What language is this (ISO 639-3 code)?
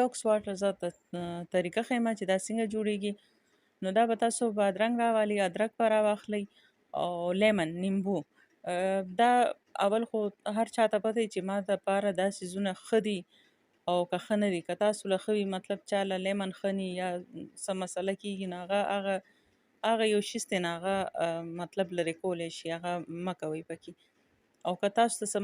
pus